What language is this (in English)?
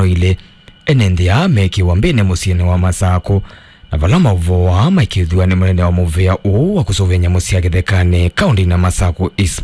Kamba